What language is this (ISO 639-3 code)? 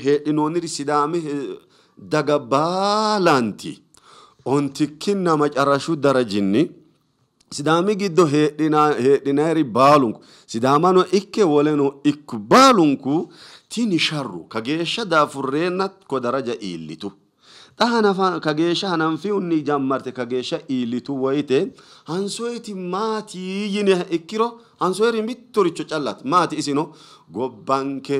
sid